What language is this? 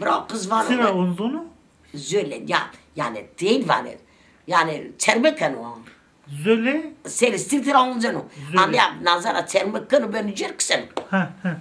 Zaza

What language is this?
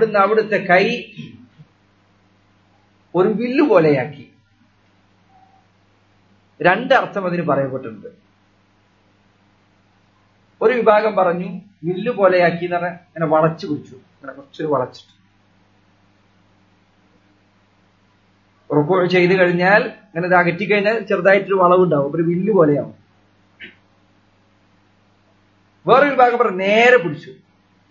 Malayalam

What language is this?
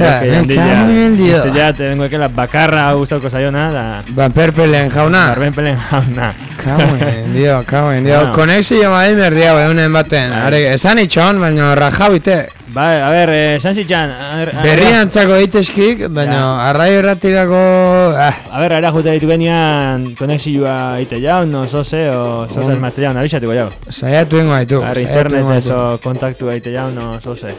Basque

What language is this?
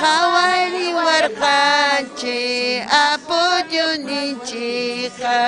Ayacucho Quechua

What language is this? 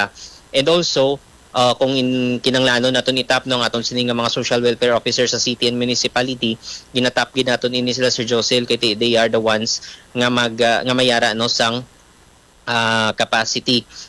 Hiligaynon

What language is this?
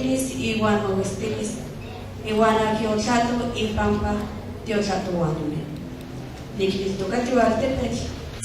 Nahuatl languages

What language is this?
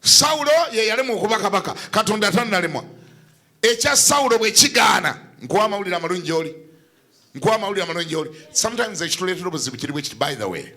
Ganda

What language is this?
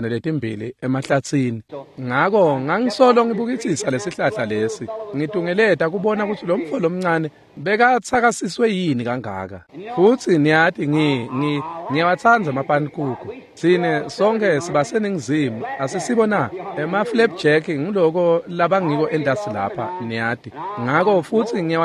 Swati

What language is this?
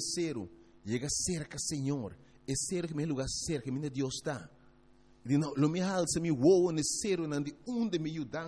Papiamento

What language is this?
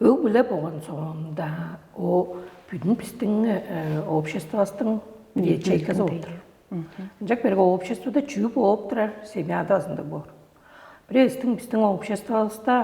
Tuvinian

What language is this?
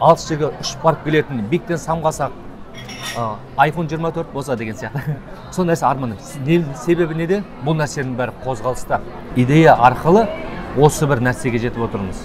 Kazakh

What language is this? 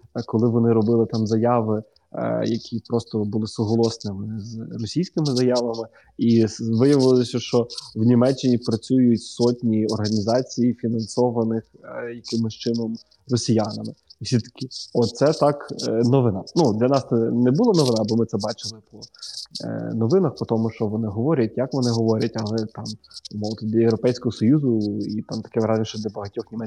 Ukrainian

